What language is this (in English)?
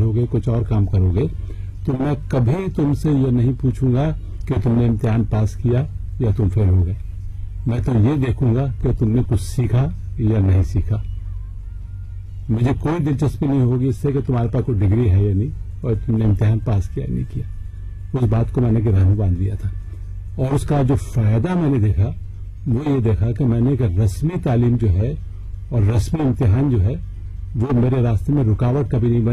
Urdu